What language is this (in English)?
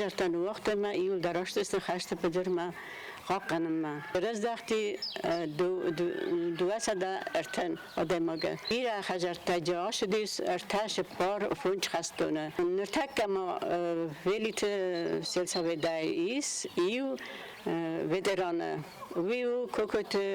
Ossetic